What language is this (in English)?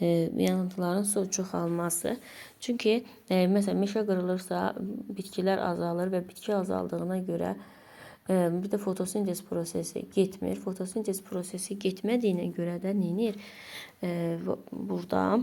Azerbaijani